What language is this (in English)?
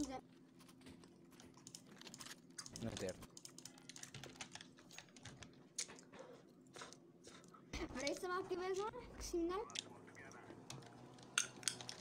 Romanian